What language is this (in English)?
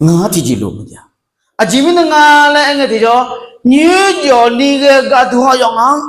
Akha